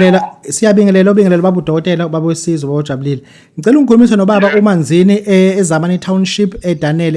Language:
Zulu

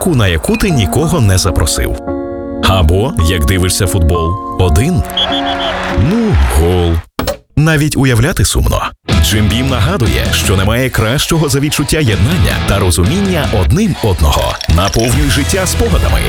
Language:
Ukrainian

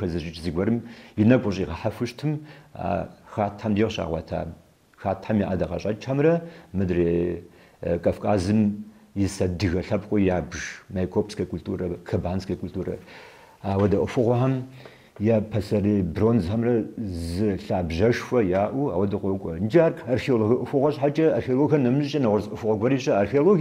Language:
Kabardian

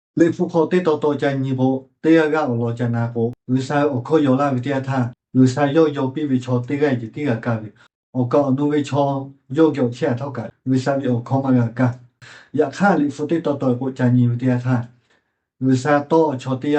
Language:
Lahu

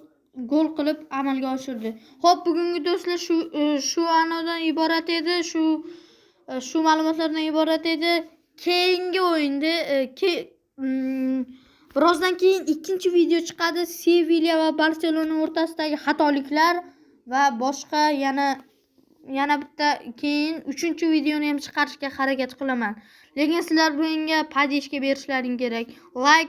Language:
Uzbek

